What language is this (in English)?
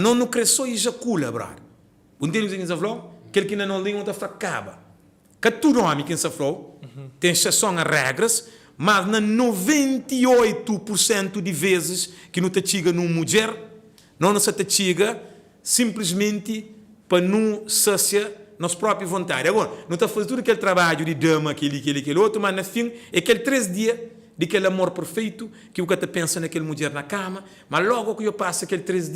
Kabuverdianu